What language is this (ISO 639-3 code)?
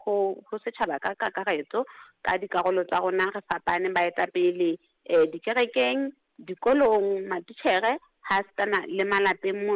sot